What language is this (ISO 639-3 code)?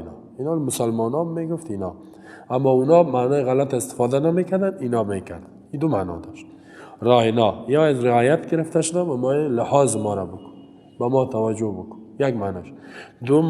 fas